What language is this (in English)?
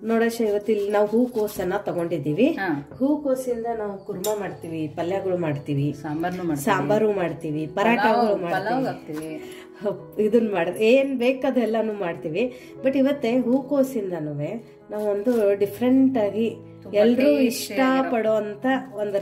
Kannada